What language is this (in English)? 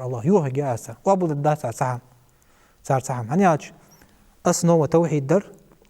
Ingush